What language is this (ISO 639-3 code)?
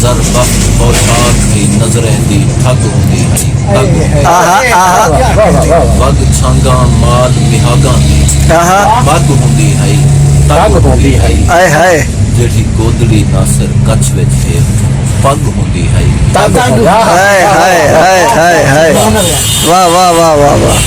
skr